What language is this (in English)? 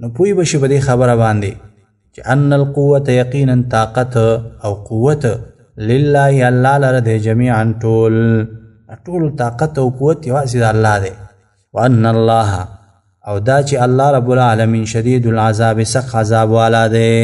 Pashto